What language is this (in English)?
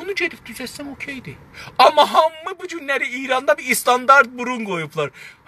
South Azerbaijani